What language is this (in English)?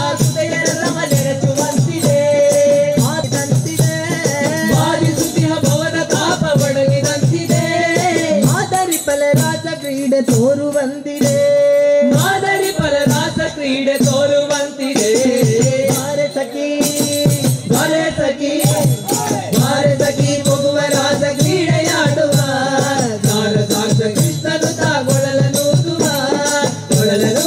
Kannada